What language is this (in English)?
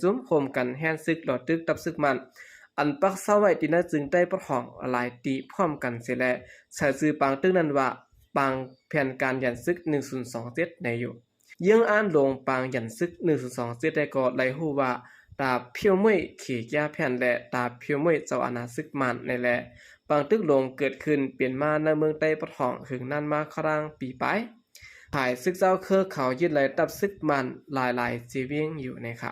Shan